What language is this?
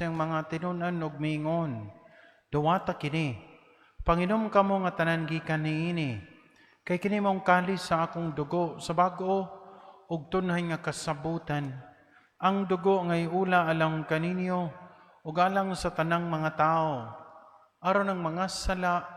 Cebuano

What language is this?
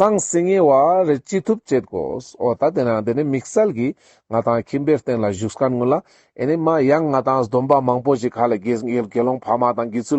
Ladakhi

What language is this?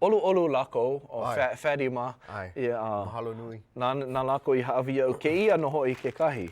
Hawaiian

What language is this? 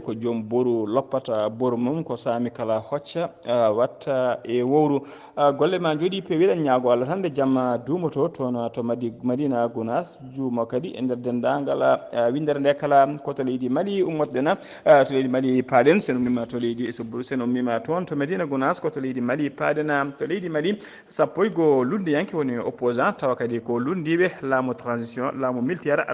Fula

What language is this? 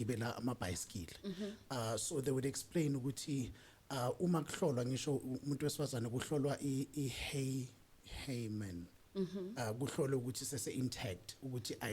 Zulu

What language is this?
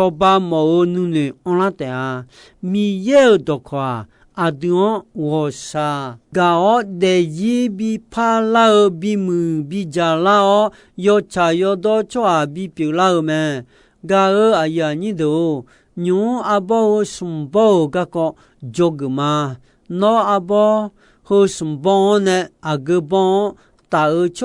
Akha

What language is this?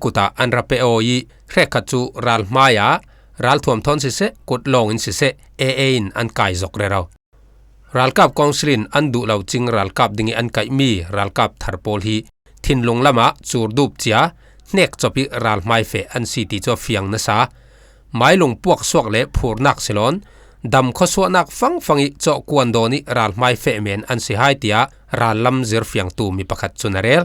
Falam Chin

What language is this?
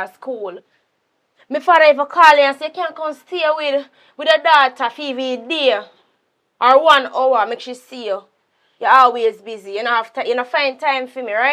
Jamaican Creole English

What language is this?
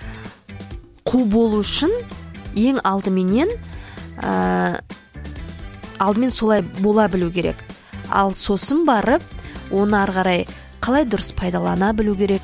Kazakh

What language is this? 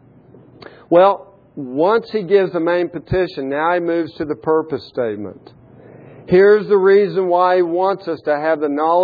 English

